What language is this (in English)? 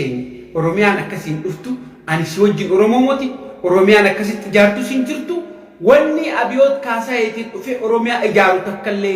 Oromo